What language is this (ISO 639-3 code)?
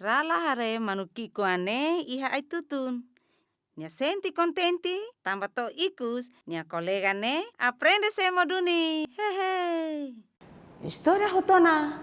tet